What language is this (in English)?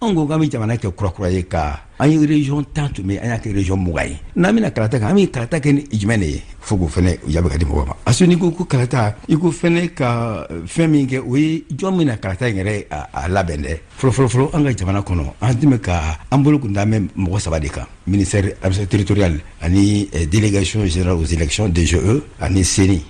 Bambara